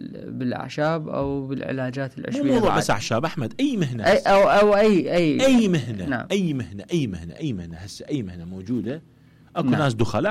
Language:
Mesopotamian Arabic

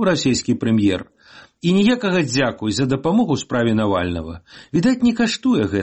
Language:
Belarusian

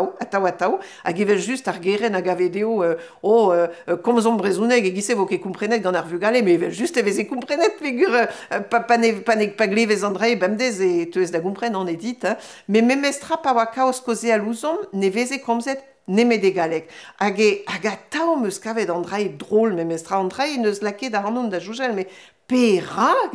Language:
Breton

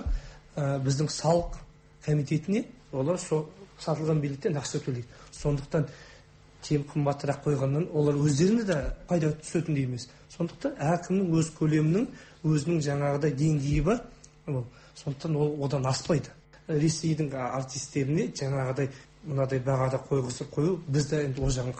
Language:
Kazakh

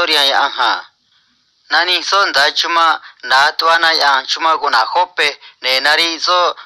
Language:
Copala Triqui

